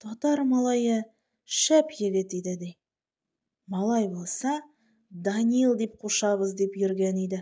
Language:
Tatar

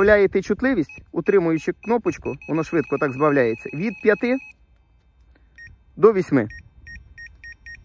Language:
Ukrainian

